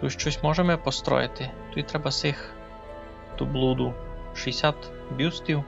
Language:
Rusyn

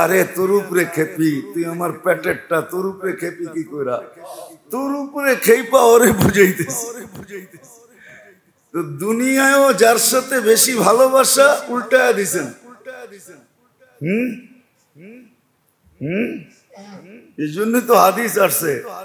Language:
Bangla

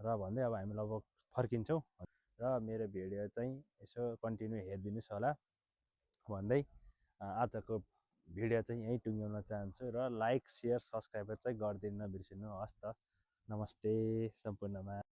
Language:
Nepali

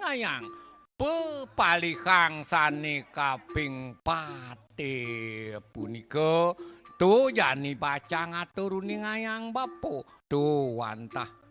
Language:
Balinese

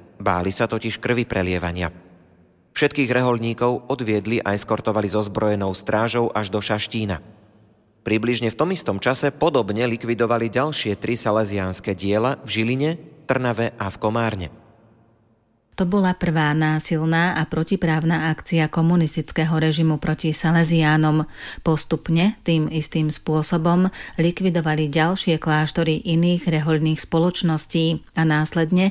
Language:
Slovak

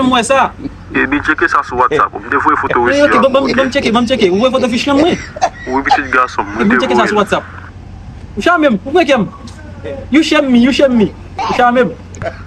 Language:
Haitian Creole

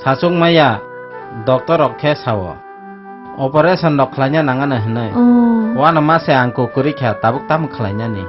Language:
Kok Borok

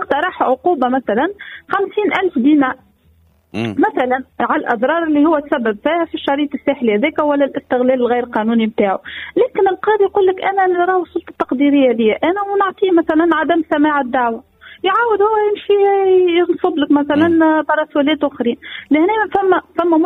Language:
Tunisian Arabic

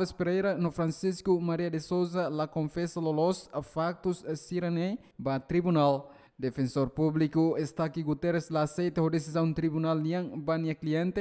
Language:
Tetum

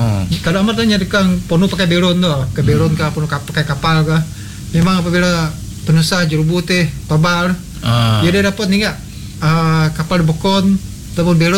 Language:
Malay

